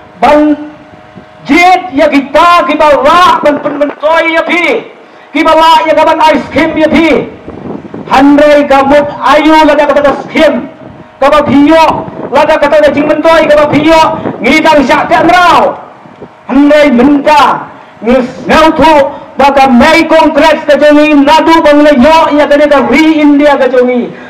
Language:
Khasi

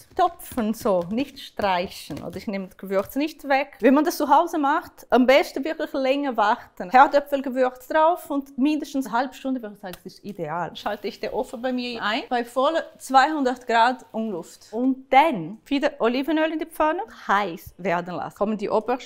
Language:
Swiss German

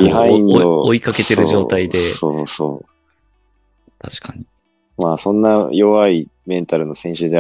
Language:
Japanese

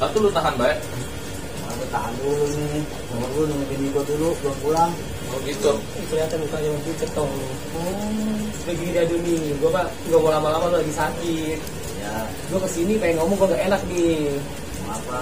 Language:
Betawi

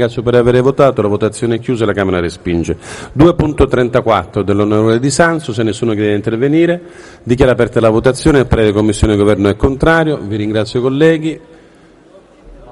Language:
Italian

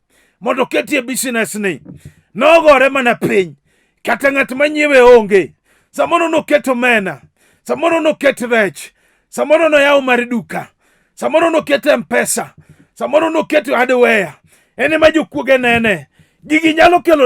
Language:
Luo (Kenya and Tanzania)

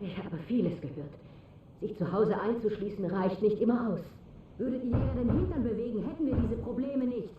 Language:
Bavarian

